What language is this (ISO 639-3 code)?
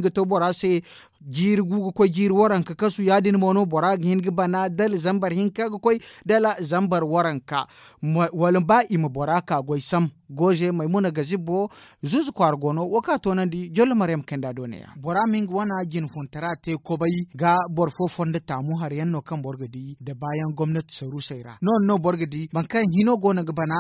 dje